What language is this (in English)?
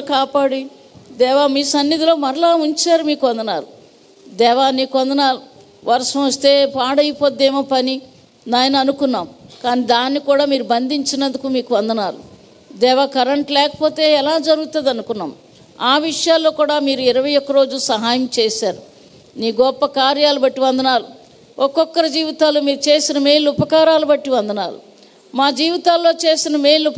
Telugu